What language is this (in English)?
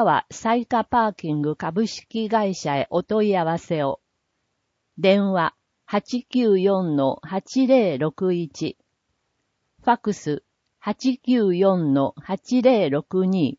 Japanese